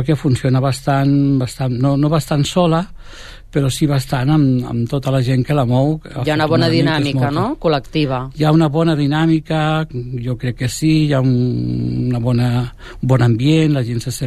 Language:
Catalan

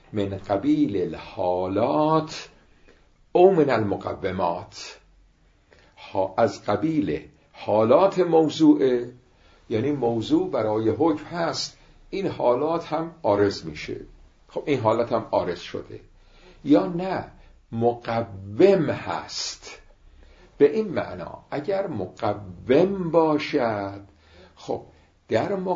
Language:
Persian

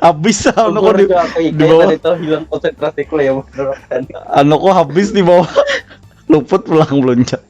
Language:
Banjar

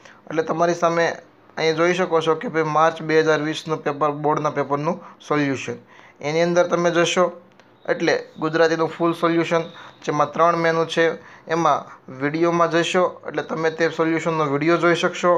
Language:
Gujarati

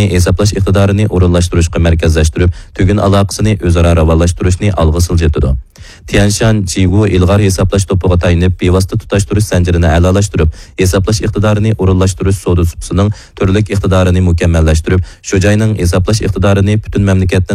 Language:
Uyghur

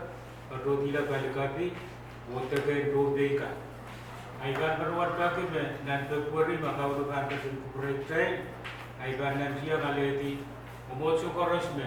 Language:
Pohnpeian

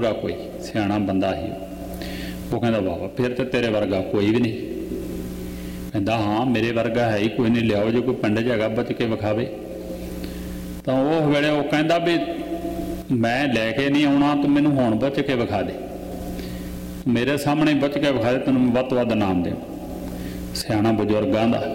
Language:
Punjabi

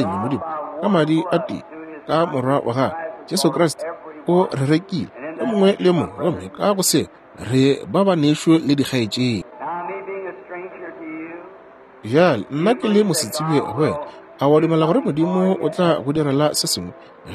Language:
Northern Sotho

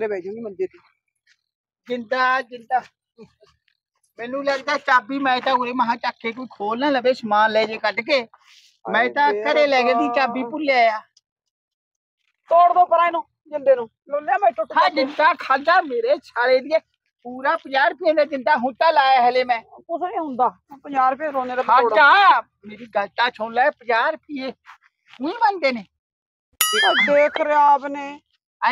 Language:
Punjabi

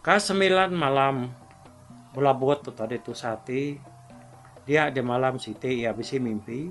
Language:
Iban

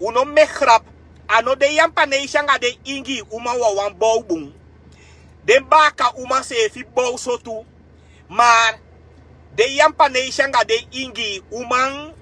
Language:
Sranan Tongo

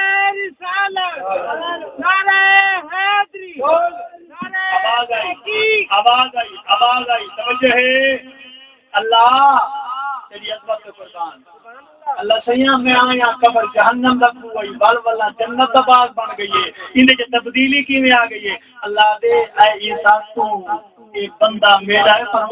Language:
Saraiki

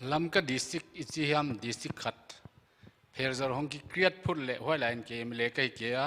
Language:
Paite Chin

